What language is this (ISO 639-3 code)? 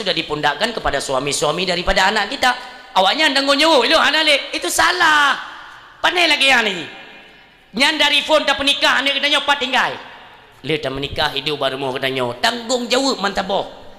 ace